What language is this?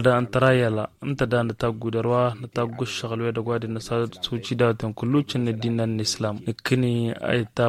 Tamasheq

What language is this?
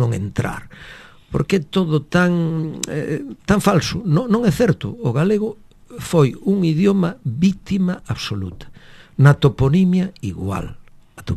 Galician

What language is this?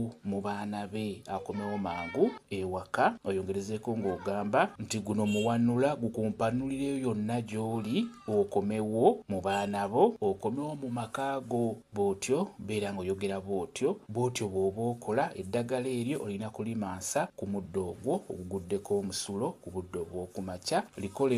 Ganda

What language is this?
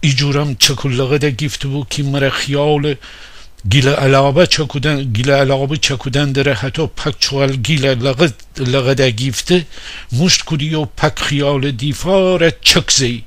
Gilaki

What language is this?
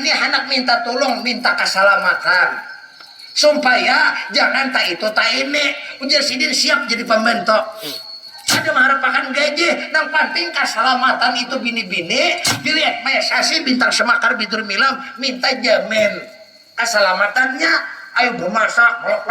Banjar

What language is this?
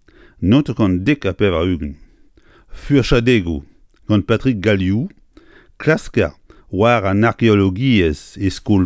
Breton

